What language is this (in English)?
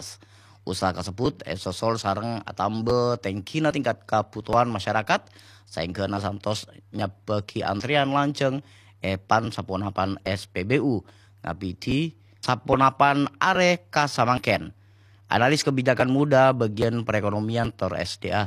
Madurese